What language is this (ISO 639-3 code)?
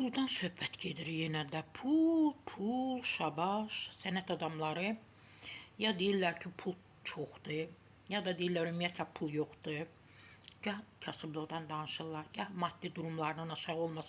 aze